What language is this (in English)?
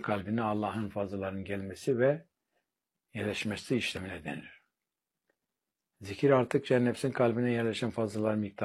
Turkish